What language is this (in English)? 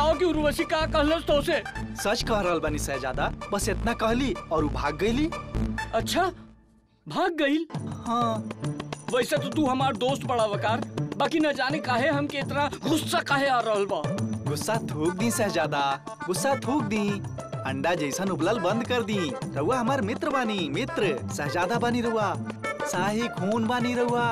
Bhojpuri